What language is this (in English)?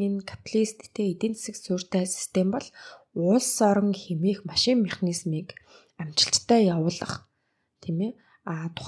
Mongolian